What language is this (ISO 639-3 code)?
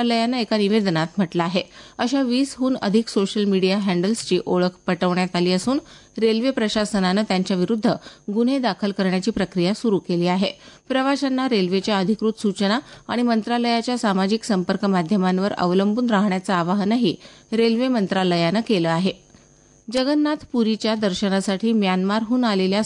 mar